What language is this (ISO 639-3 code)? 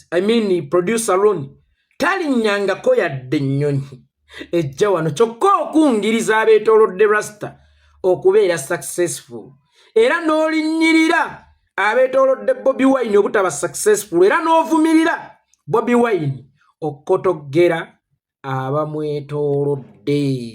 lug